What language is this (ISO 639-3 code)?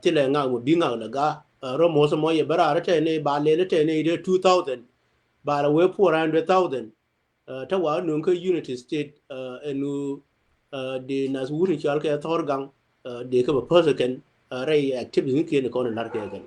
nus